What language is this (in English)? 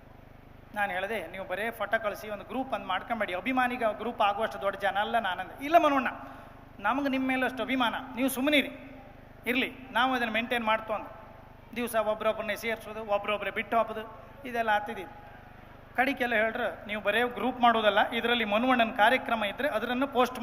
Kannada